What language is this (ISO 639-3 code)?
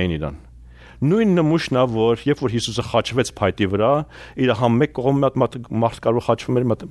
hye